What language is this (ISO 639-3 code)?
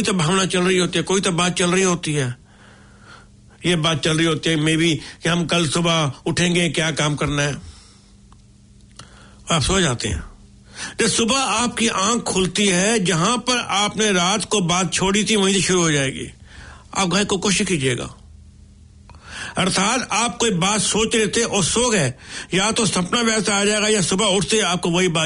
hin